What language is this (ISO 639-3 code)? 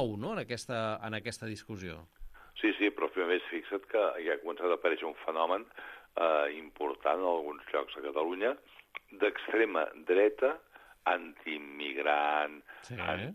cat